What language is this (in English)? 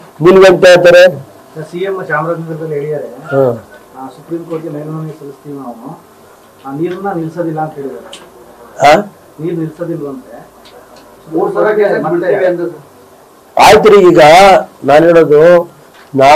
Kannada